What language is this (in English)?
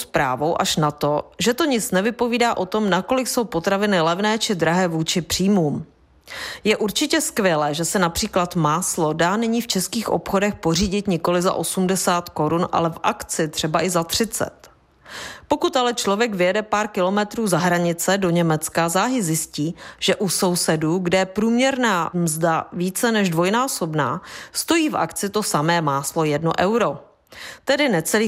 Czech